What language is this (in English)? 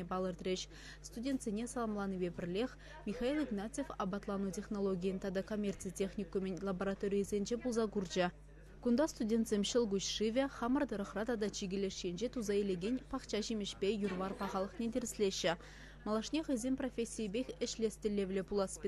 Chuvash